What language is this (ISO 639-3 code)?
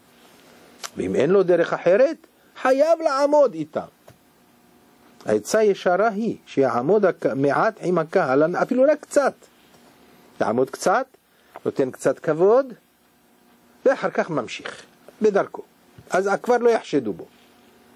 heb